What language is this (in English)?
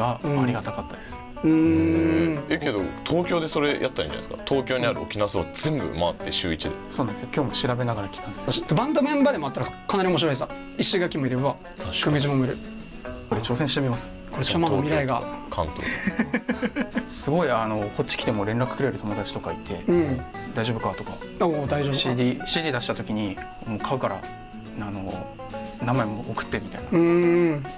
Japanese